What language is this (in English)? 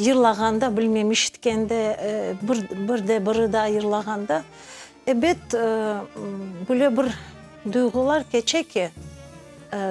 Crimean Tatar